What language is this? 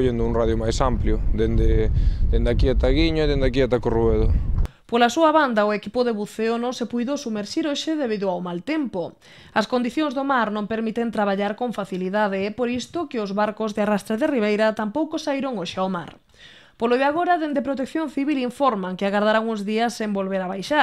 Galician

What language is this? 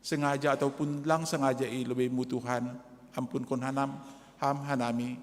Batak Simalungun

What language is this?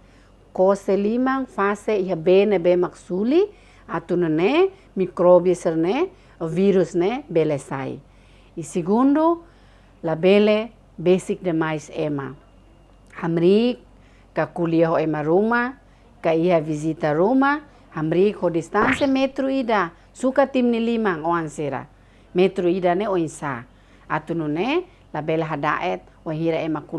Tetum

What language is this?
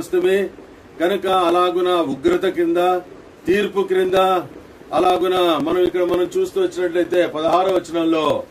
Telugu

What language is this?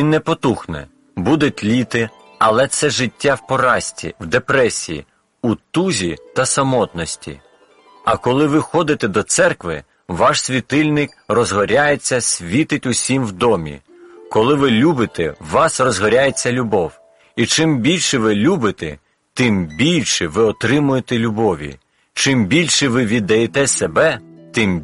Ukrainian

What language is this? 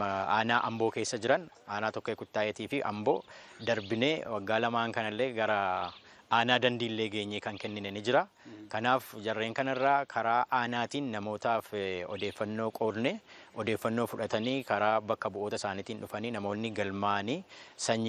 Oromo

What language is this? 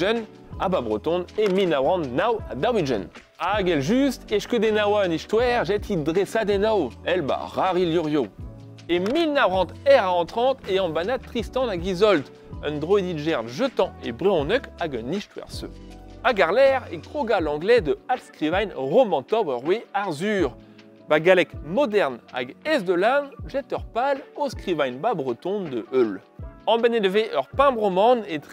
Breton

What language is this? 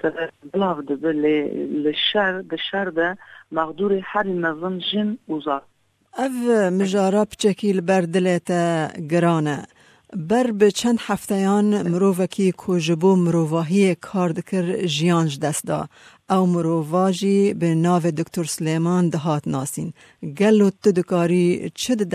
Kurdish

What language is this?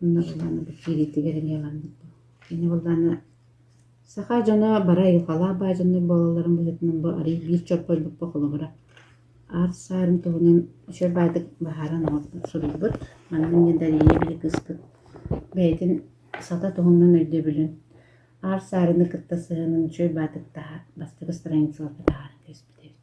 Yakut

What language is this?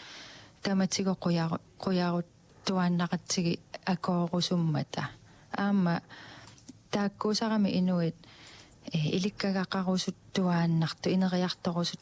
Kalaallisut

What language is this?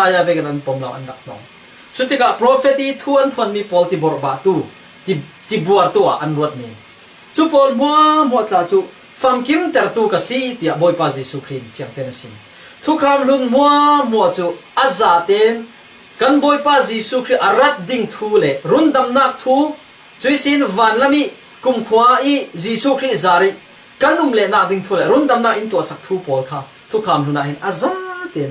Falam Chin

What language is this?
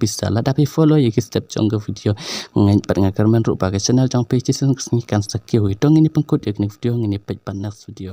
Khasi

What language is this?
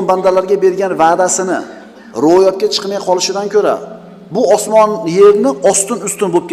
Uzbek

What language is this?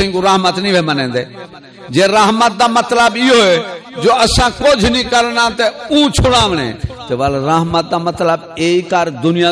Saraiki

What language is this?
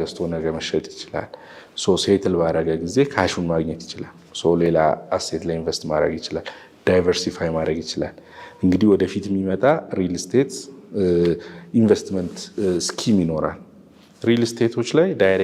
Amharic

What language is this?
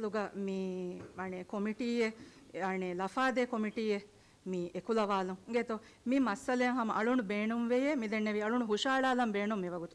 Divehi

